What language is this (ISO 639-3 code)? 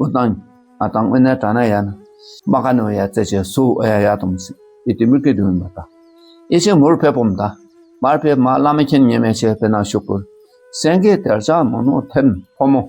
dka